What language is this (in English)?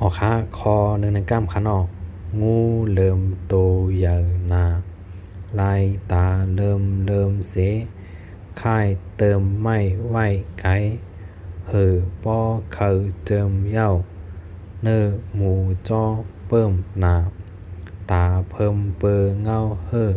Shan